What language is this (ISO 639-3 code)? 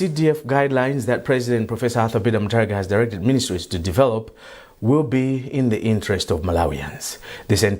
eng